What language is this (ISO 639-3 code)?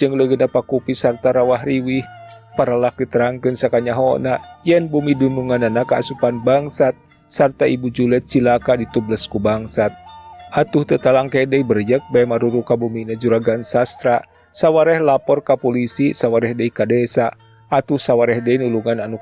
sun